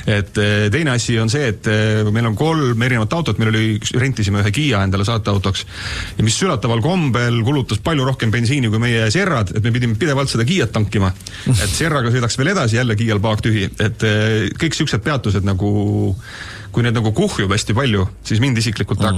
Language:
Estonian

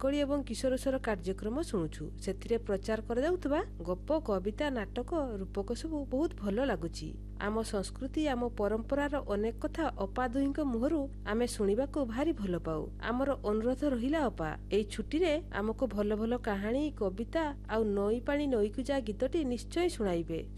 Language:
Odia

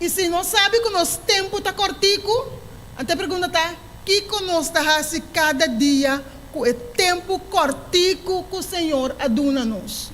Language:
Papiamento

